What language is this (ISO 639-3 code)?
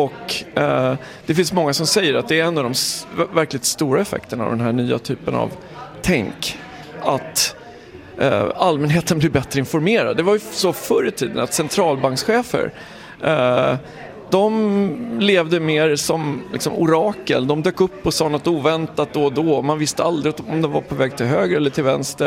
swe